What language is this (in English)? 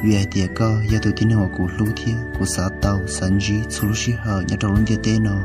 Hmong